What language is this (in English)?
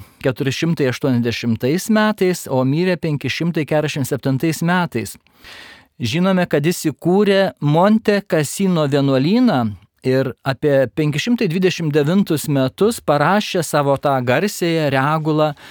Lithuanian